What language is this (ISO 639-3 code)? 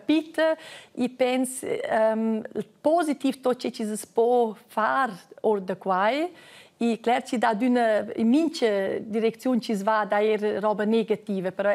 roh